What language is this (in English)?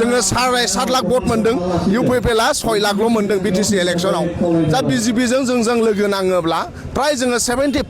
Bodo